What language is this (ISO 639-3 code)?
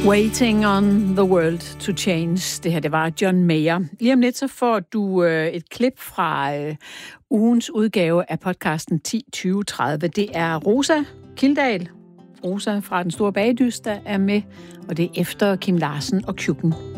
dan